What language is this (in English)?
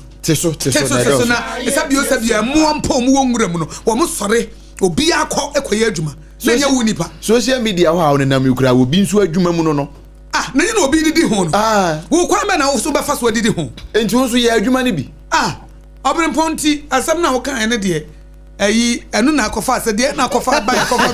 Akan